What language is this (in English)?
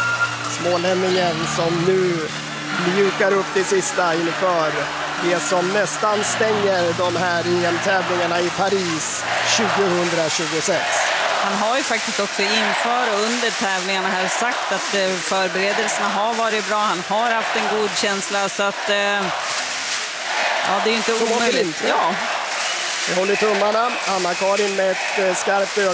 Swedish